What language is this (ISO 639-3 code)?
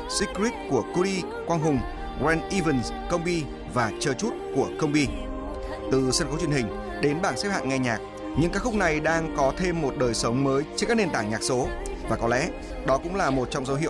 vie